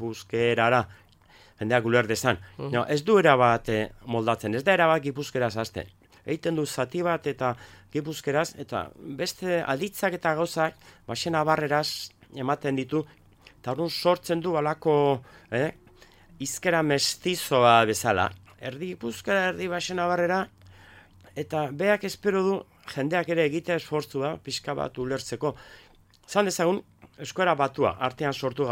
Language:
Basque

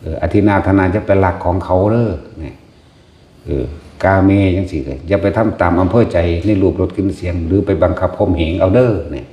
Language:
Northeastern Thai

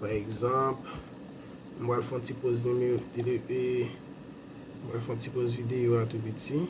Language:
Haitian Creole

